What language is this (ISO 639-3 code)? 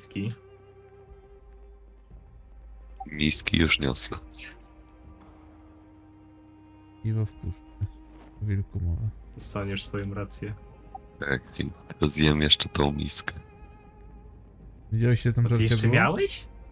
pol